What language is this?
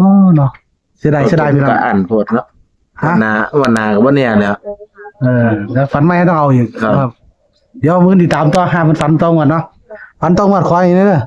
Northeastern Thai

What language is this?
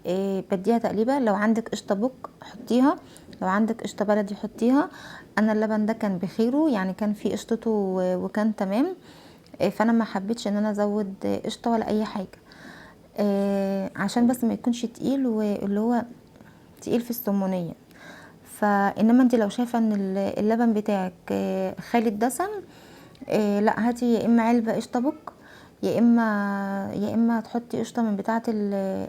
Egyptian Arabic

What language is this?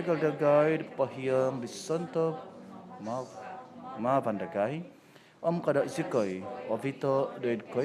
Central Dusun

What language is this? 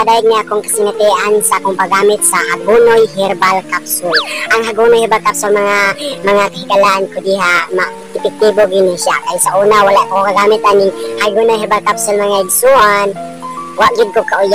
Cebuano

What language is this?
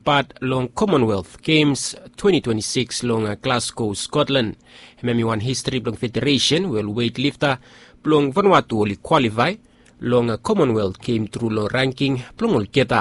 Bislama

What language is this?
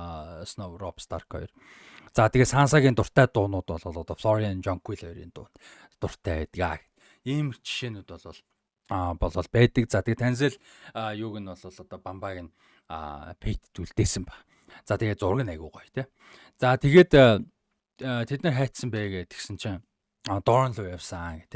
Mongolian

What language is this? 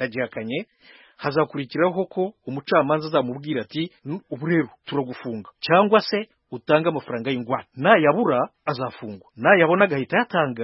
Kinyarwanda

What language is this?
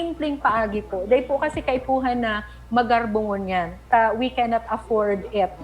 Bikol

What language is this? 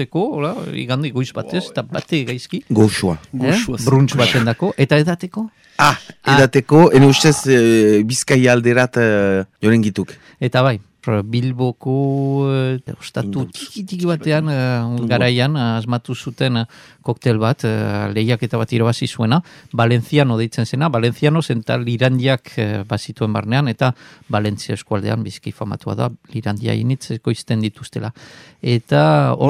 Basque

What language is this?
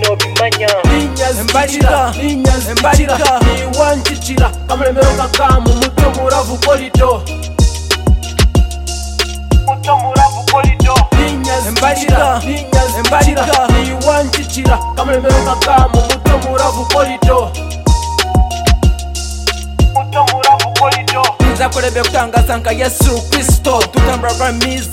Kinyarwanda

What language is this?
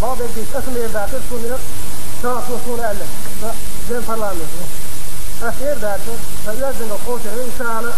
Chechen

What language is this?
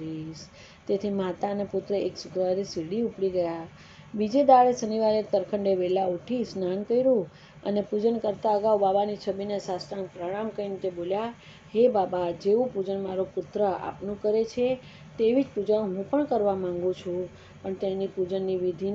Gujarati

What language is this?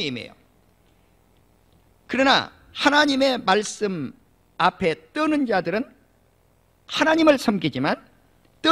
Korean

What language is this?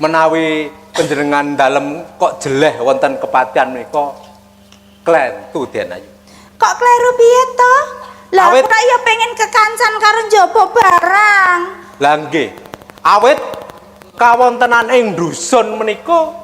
Javanese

